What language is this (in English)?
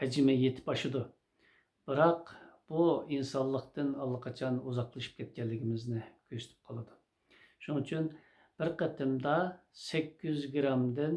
Uyghur